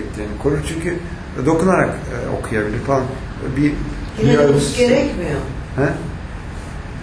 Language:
Turkish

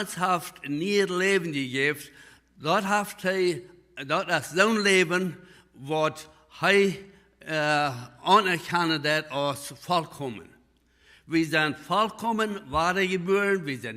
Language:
Plautdietsch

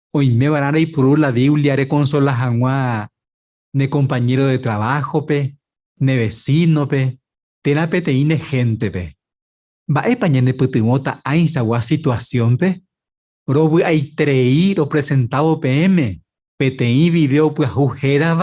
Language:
Guarani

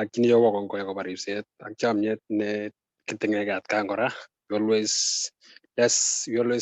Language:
Kalenjin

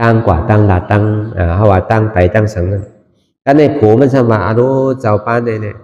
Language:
Shan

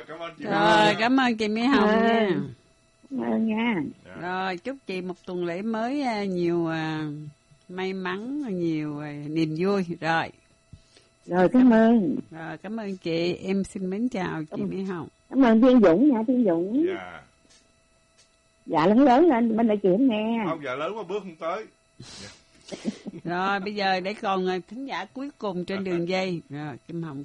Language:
Vietnamese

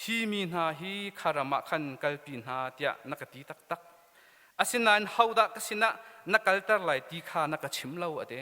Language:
Hakha Chin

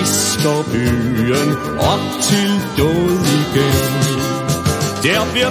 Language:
Danish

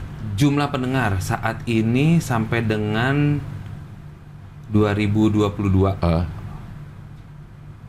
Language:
Indonesian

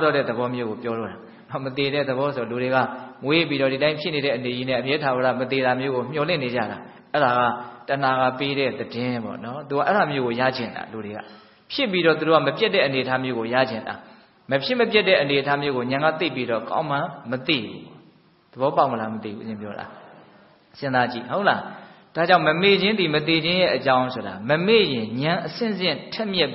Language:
Burmese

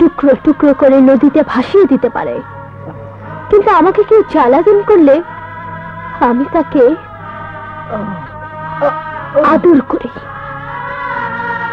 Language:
Bangla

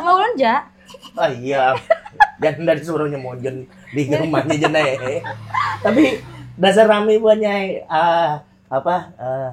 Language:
Banjar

